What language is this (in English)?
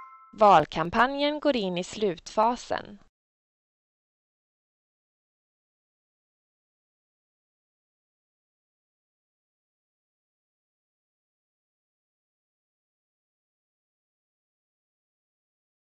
Swedish